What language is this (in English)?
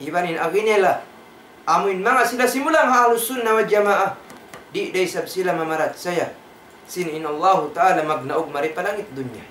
Tausug